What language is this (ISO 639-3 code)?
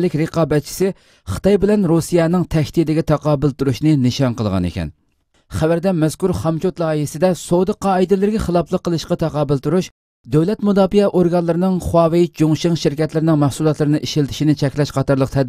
uig